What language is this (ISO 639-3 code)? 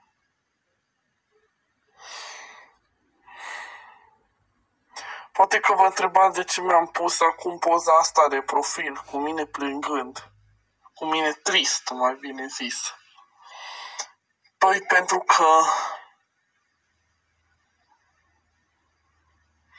ron